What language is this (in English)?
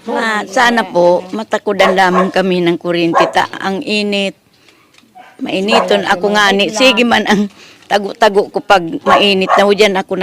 Bikol